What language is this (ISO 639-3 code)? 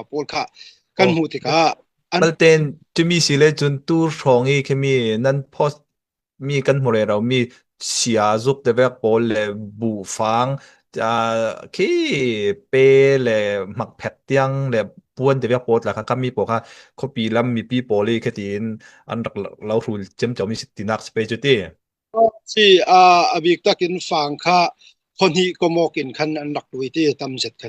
cfm